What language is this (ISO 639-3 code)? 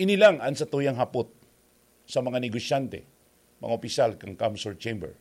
bik